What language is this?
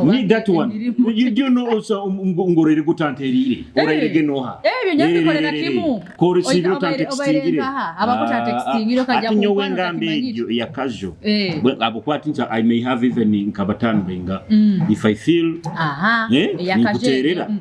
Nyoro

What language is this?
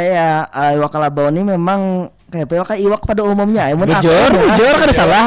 Banjar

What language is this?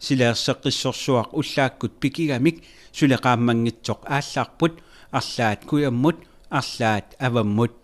Kalaallisut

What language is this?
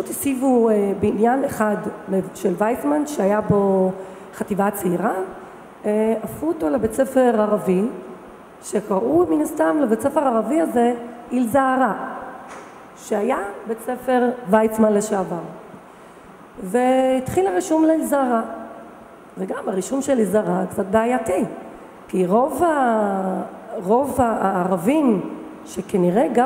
Hebrew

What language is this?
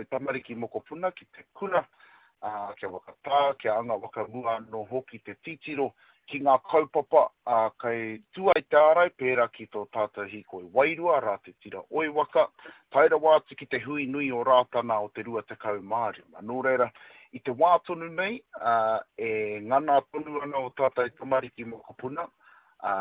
Māori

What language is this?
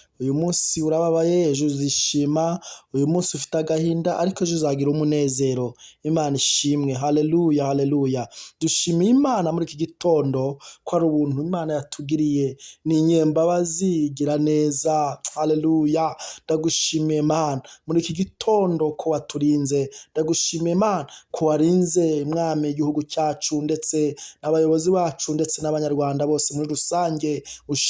Kinyarwanda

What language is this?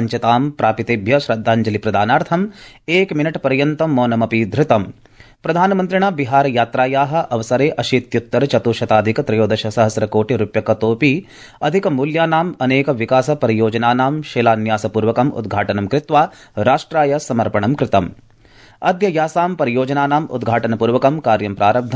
Sanskrit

